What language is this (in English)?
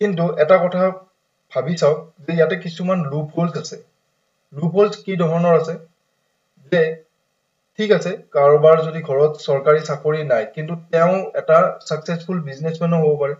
Assamese